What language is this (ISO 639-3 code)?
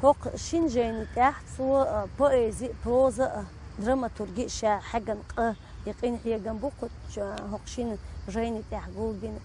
che